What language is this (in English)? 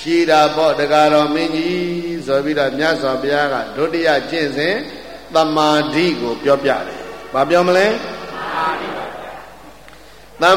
Burmese